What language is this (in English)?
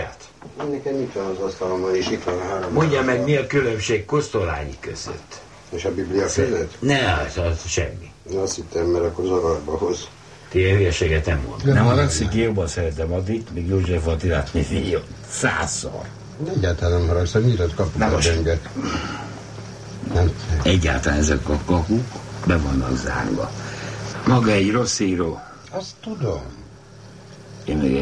Hungarian